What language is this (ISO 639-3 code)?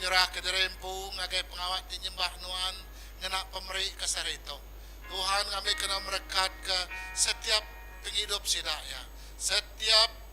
iba